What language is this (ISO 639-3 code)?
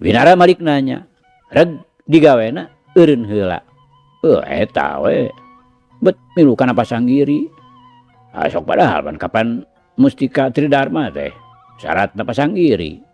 sun